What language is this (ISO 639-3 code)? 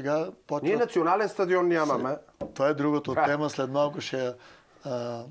bul